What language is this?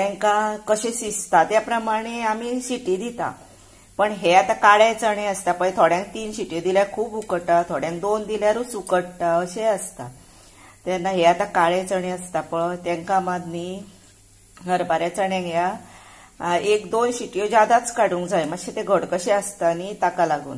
Konkani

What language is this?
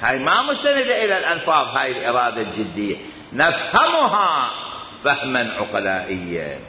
Mesopotamian Arabic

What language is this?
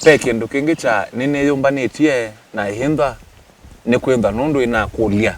Kamba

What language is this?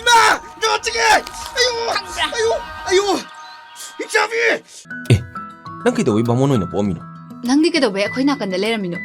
Manipuri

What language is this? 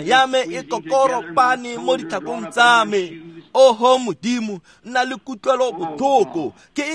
Tswana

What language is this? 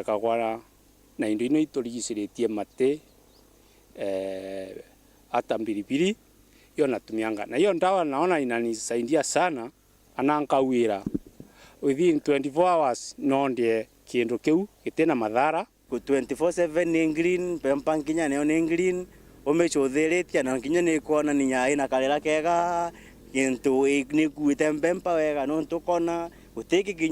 Meru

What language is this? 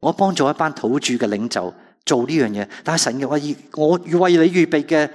Cantonese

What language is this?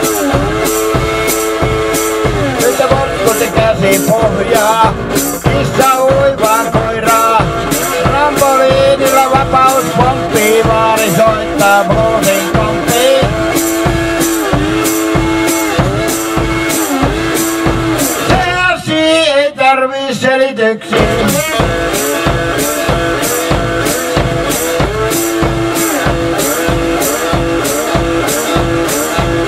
Finnish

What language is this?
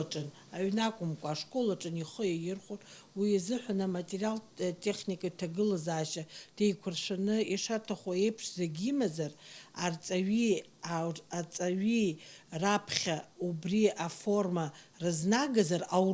Abkhazian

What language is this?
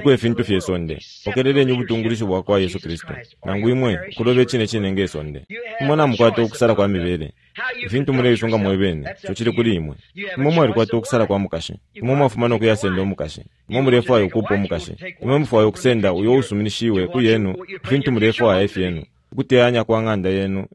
Bemba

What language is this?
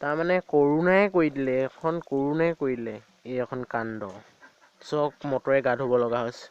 Assamese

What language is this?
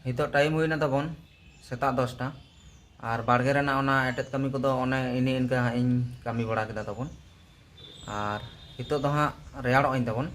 Santali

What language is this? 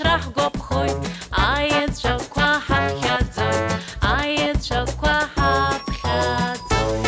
Abkhazian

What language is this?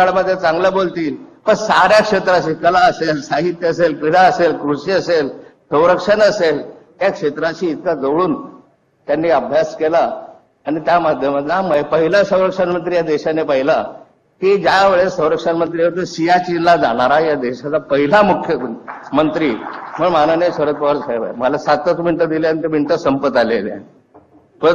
Marathi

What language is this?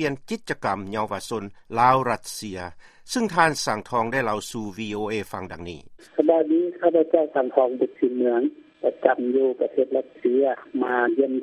Lao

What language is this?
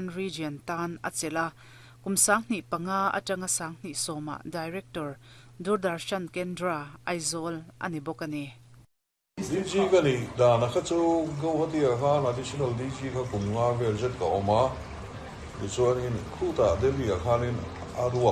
Mizo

